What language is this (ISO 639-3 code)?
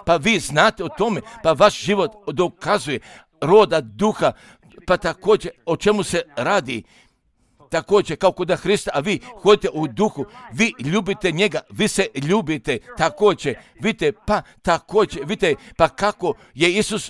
hrv